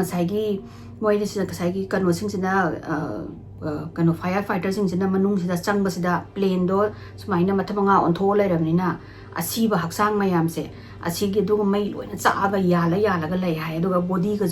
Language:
Manipuri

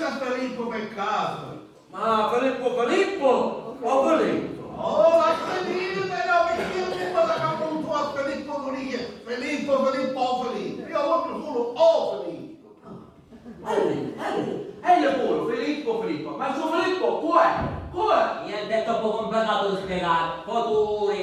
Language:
Sicilian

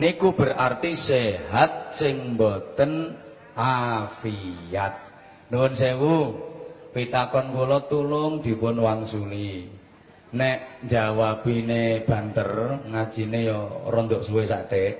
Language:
Javanese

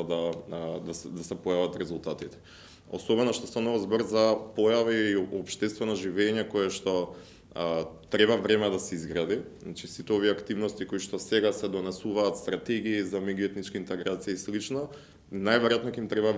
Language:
Macedonian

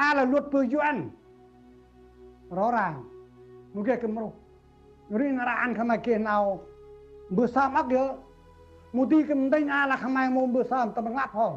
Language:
Central Mnong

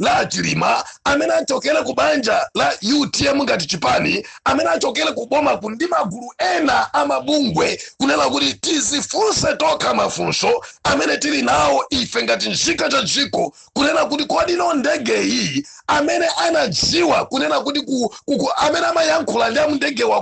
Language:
Nyanja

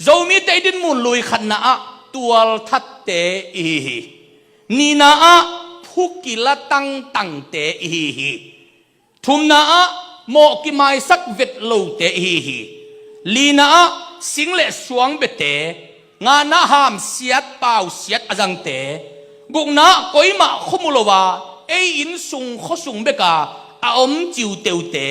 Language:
Tedim Chin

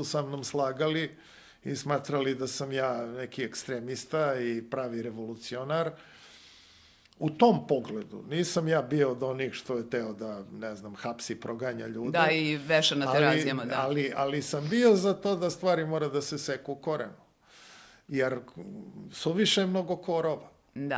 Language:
Serbian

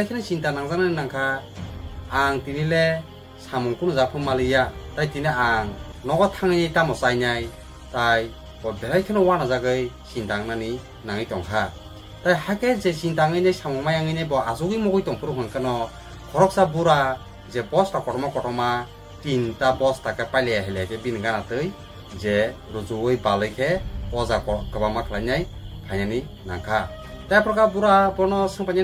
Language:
Kok Borok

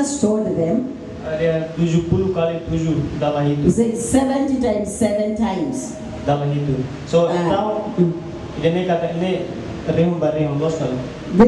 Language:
Tetum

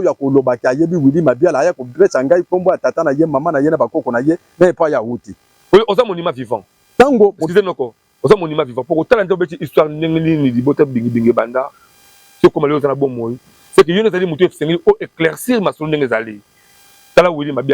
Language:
Lingala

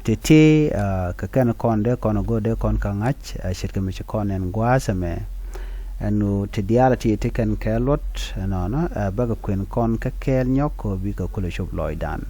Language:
Nuer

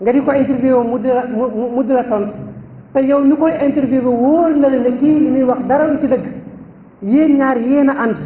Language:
Wolof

